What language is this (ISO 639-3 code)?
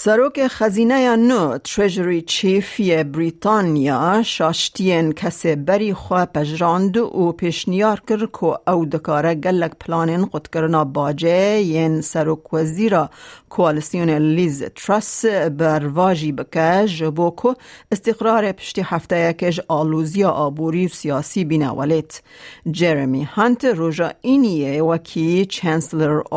kur